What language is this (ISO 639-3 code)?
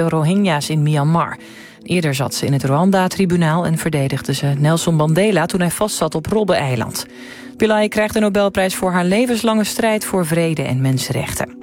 nld